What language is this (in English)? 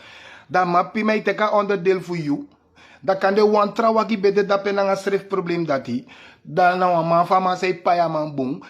Sranan Tongo